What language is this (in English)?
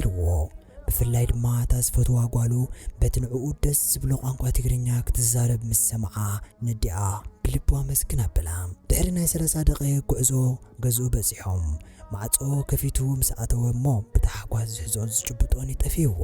Tigrinya